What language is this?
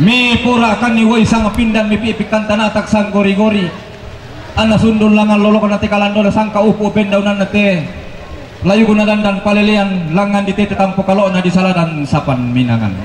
Toraja-Sa'dan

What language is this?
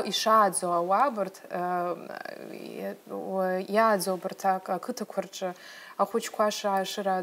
Abkhazian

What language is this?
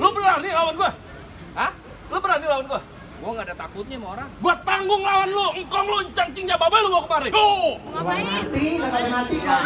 Betawi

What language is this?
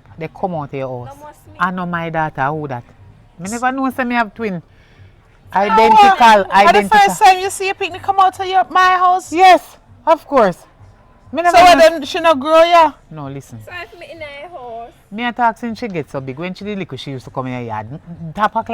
Jamaican Creole English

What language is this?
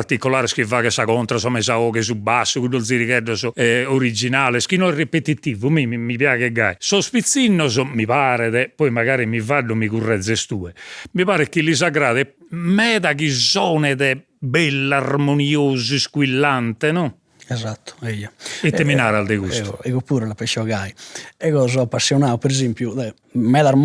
Sardinian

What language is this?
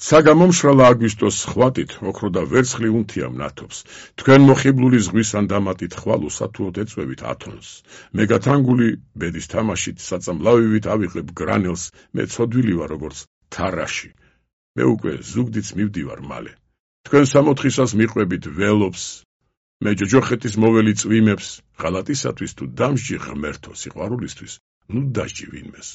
Georgian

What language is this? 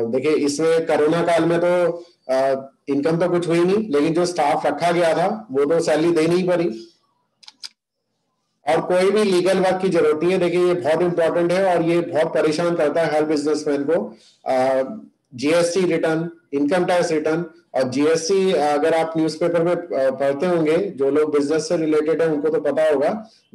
Hindi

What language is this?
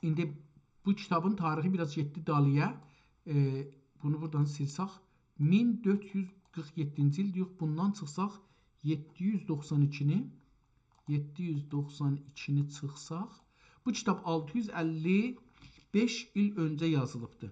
South Azerbaijani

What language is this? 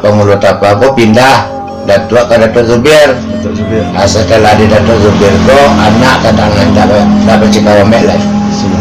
Minangkabau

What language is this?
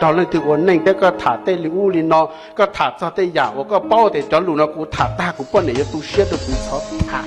Hmong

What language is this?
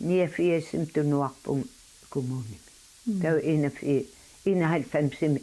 Kalaallisut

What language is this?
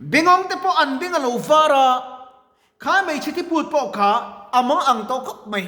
Mizo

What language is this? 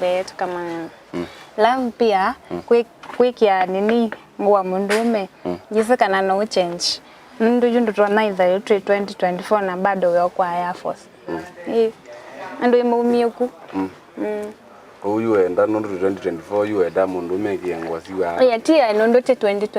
Kamba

